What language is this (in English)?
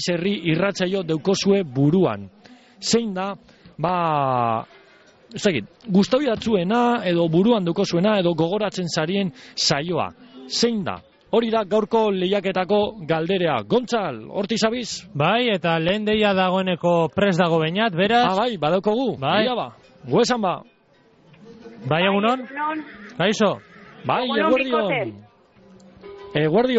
Basque